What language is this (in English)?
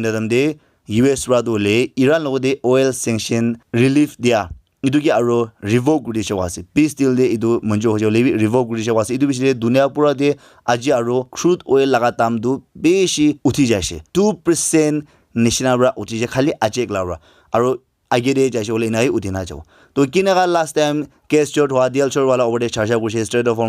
Naga Pidgin